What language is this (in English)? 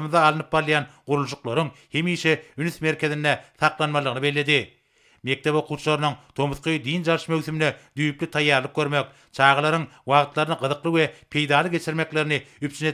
Turkmen